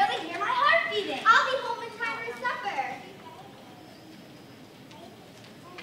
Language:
English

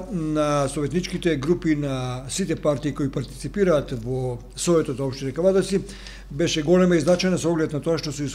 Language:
Macedonian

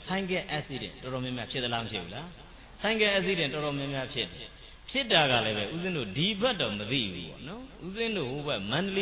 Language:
Burmese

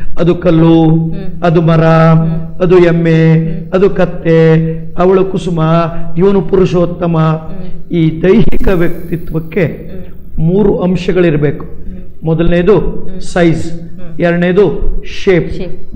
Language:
Kannada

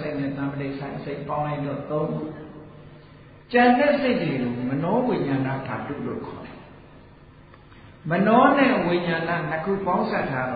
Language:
Burmese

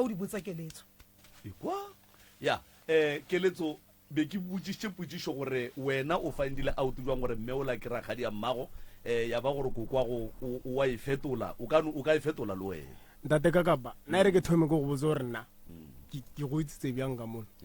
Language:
Northern Sotho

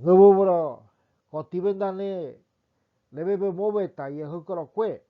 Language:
Ngäbere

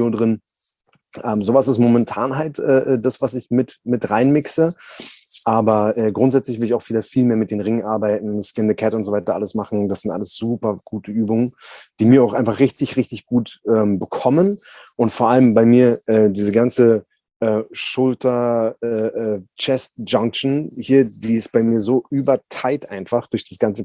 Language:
German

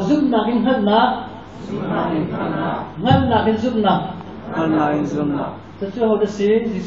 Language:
Hakha Chin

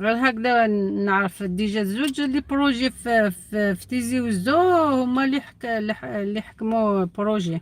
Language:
Algerian Arabic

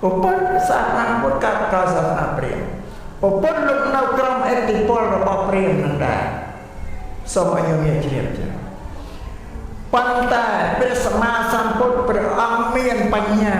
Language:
Khmer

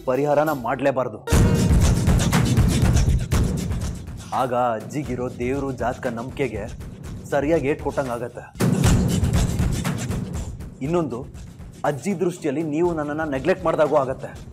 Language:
Kannada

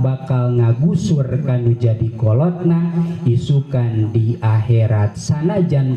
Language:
Sundanese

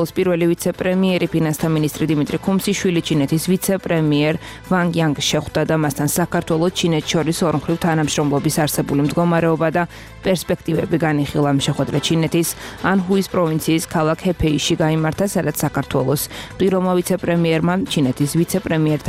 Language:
Georgian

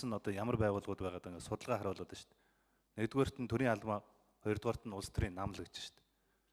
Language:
Mongolian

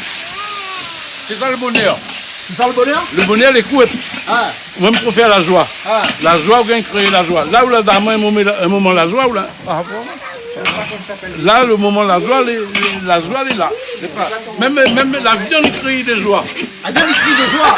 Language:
Réunion Creole French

